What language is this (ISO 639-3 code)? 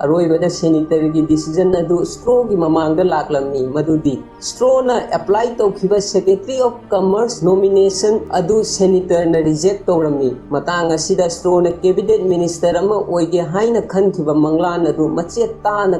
mni